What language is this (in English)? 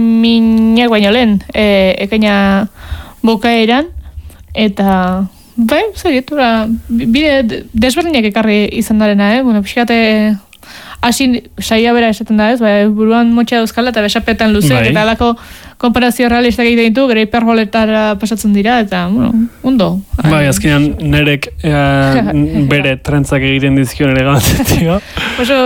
Basque